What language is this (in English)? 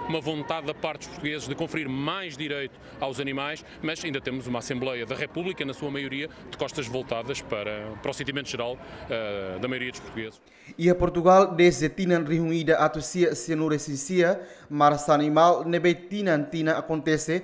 Tetum